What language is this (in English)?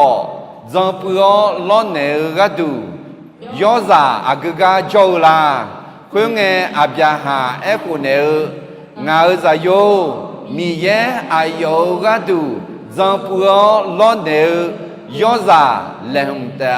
Akha